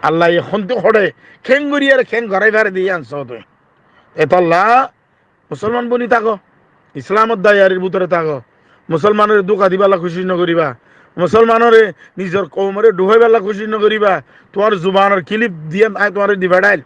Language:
Rohingya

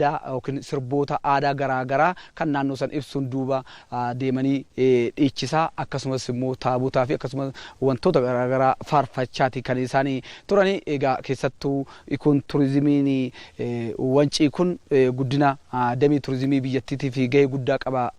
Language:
Oromo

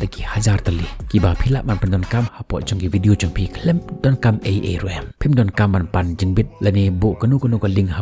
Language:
Khasi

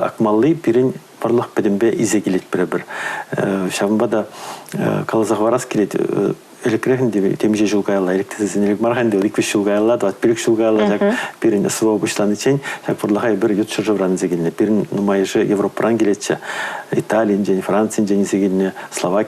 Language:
Chuvash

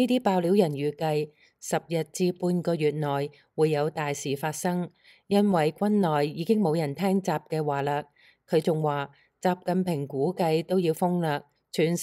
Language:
Cantonese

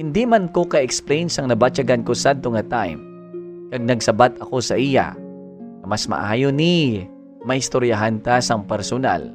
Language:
Hiligaynon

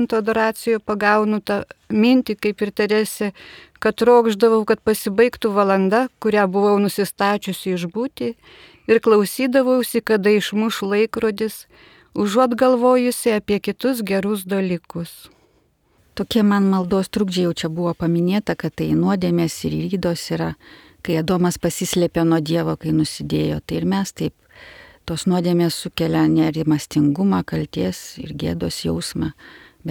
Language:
Lithuanian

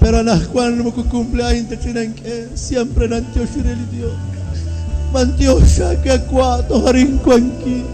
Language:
Kekchí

